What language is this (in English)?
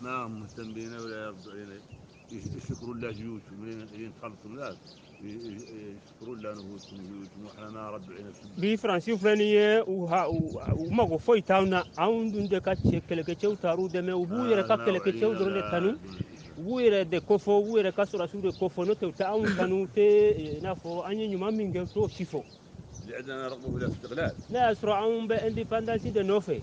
Bambara